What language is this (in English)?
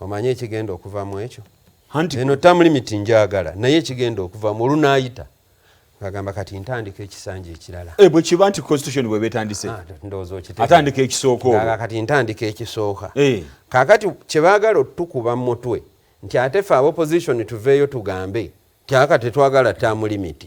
Ganda